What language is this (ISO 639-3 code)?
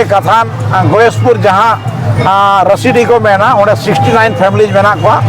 sat